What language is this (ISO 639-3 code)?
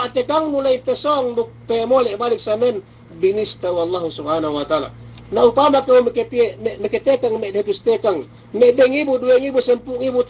yka